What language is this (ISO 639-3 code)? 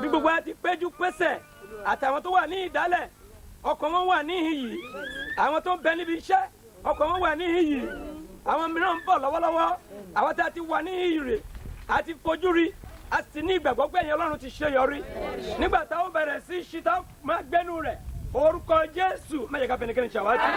yor